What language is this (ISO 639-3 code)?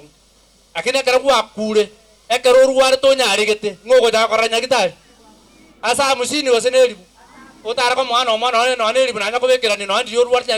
guz